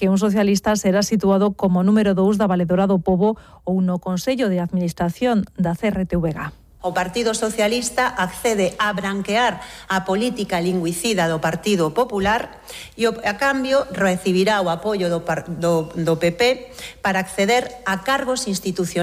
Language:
Galician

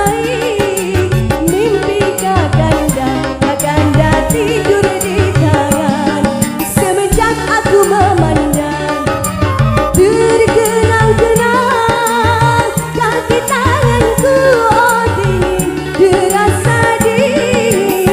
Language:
Banjar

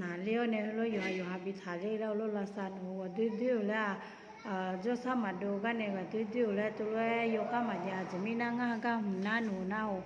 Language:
Akha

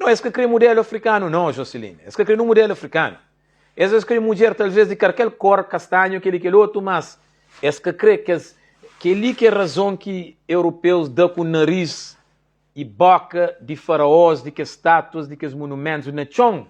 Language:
Kabuverdianu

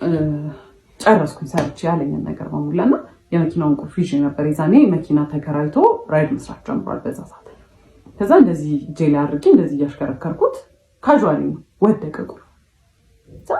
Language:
Amharic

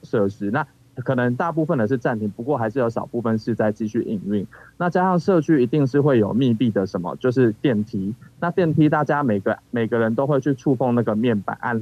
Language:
Chinese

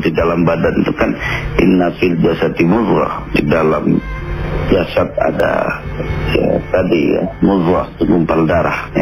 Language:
Indonesian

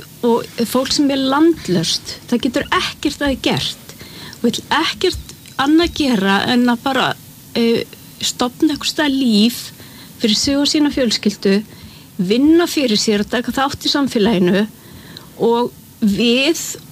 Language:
Icelandic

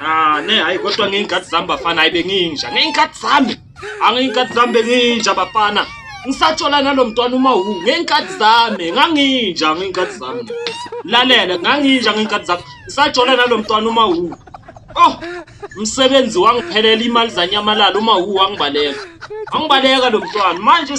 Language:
Zulu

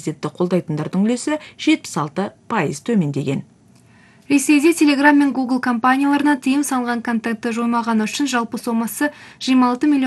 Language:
Kazakh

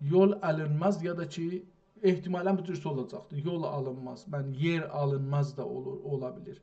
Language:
South Azerbaijani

